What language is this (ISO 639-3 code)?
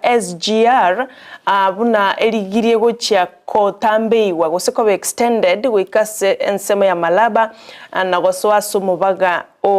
guz